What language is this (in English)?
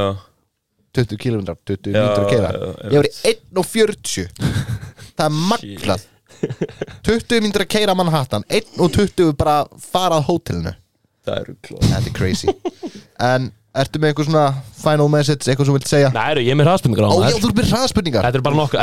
Icelandic